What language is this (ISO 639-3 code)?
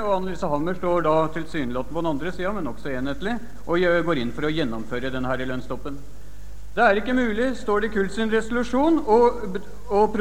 nor